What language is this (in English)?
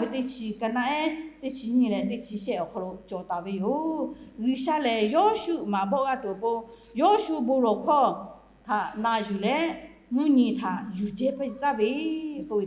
Lahu